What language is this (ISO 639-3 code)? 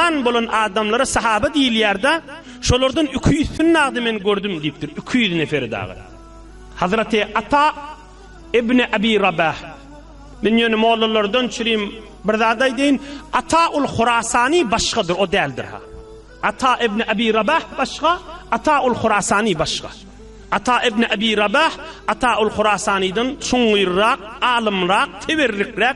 tuk